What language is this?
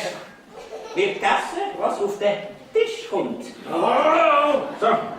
Swiss German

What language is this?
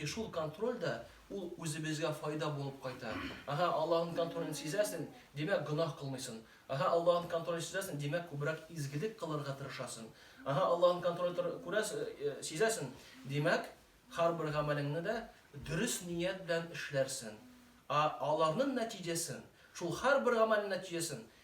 Tatar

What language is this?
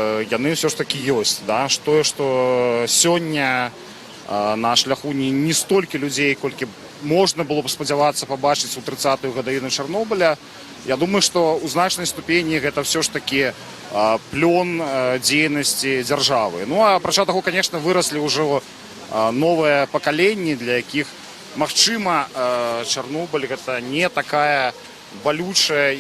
Belarusian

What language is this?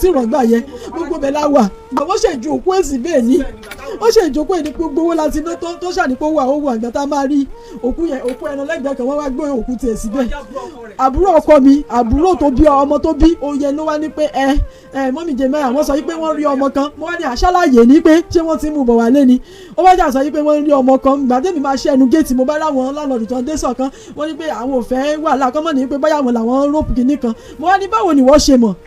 Yoruba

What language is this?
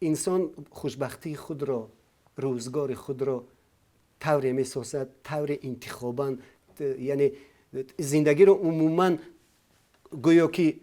Tajik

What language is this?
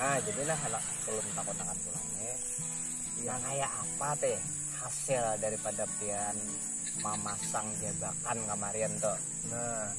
Banjar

